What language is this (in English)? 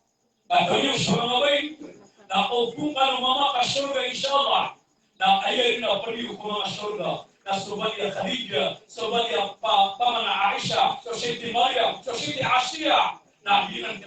Maranao